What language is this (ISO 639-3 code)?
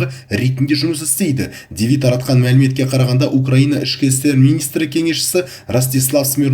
kaz